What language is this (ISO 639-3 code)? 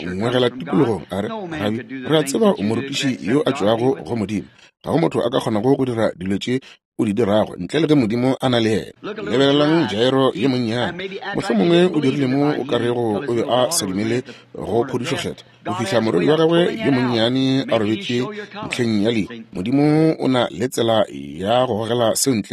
nso